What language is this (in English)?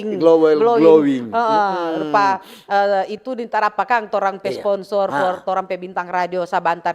Manado Malay